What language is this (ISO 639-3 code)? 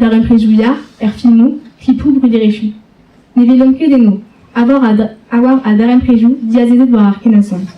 bre